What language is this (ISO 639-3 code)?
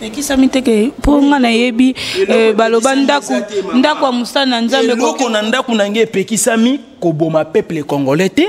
lin